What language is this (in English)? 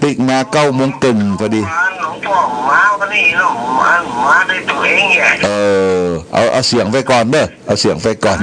Pali